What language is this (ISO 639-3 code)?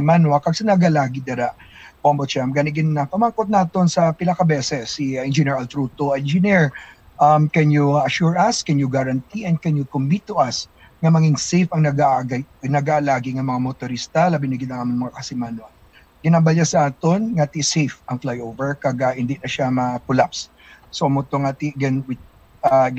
hil